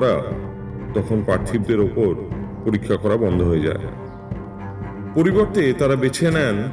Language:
Bangla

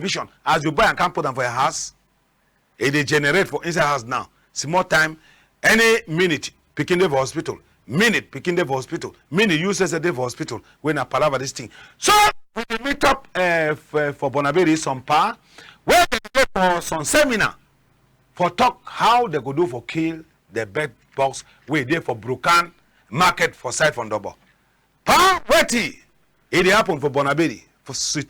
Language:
Cameroon Pidgin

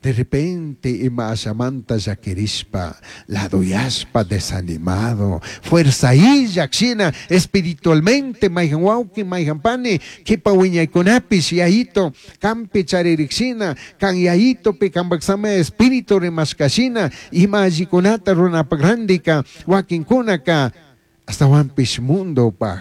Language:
Chimborazo Highland Quichua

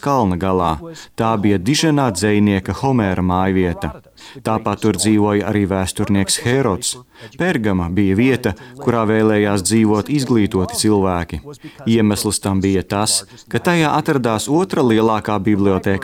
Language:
Latvian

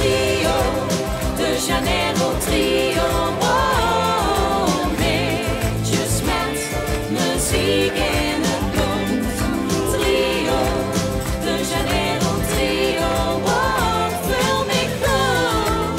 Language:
Limburgish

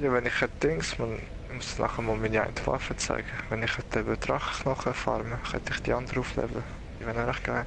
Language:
Swiss German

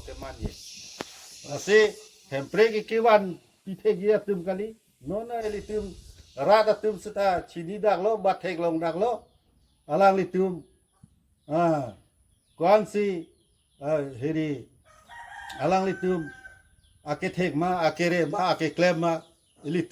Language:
Karbi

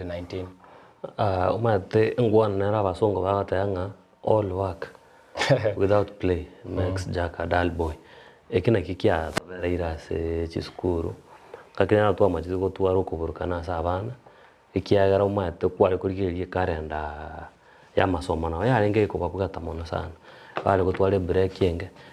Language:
Gusii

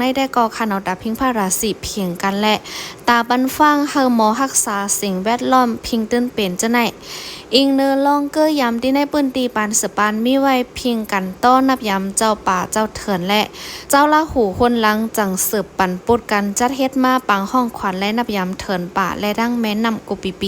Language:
Shan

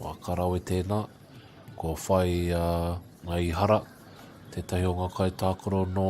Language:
Māori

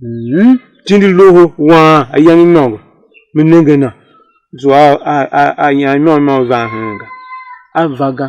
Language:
Tiv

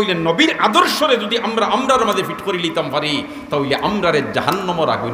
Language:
Sylheti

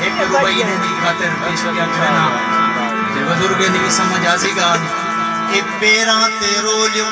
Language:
Saraiki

